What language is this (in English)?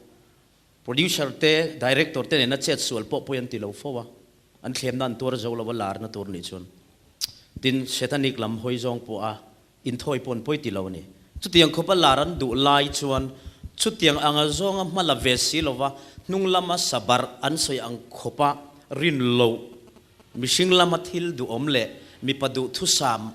Mizo